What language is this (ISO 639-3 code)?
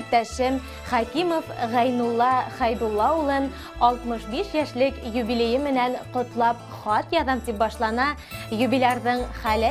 bak